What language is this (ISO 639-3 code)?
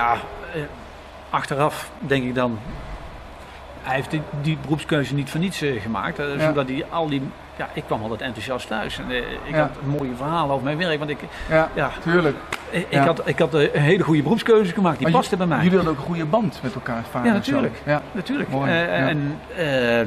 nld